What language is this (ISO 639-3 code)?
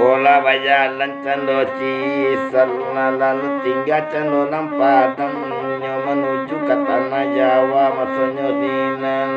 min